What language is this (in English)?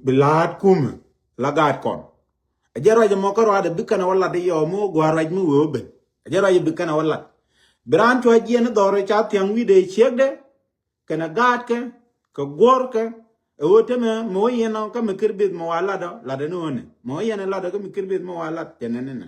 Nuer